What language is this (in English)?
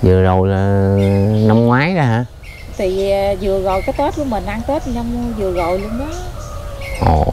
Vietnamese